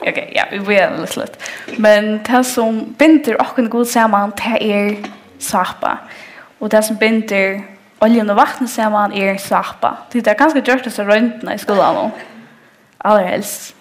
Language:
Faroese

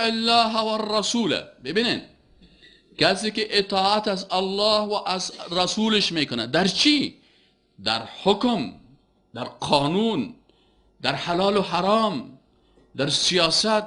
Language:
Persian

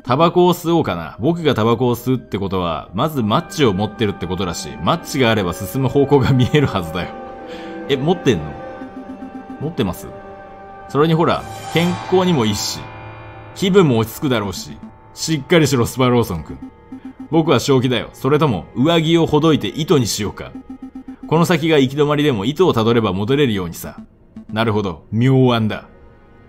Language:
Japanese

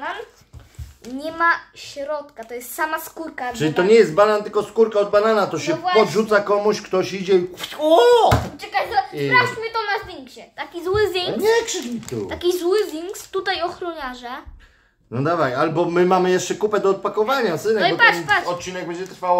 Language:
Polish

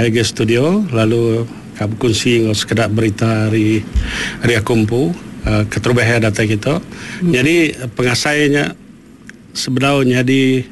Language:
Iban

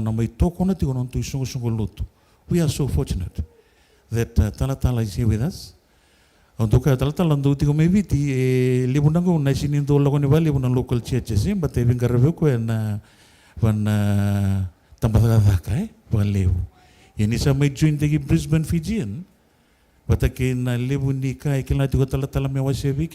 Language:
Fijian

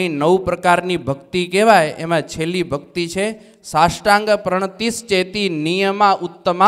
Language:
Gujarati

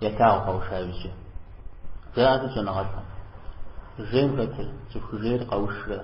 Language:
Kabardian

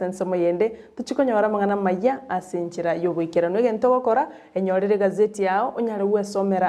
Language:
Gusii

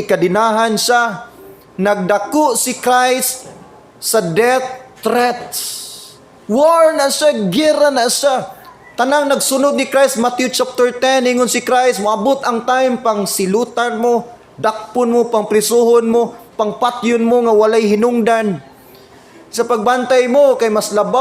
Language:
Cebuano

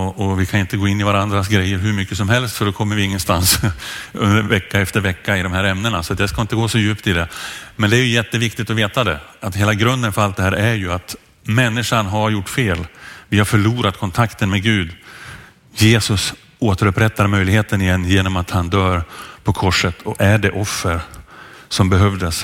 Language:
Swedish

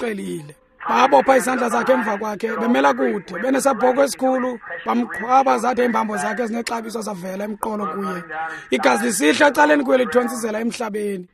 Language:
Xhosa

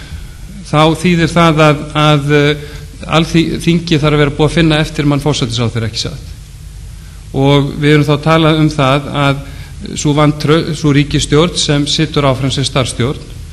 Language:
Icelandic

